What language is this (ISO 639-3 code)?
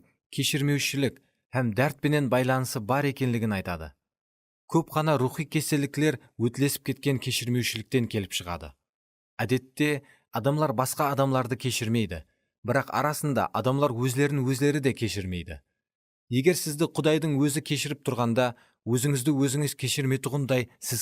kaa